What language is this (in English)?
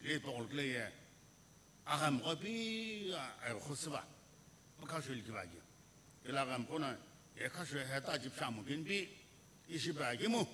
Sumi Naga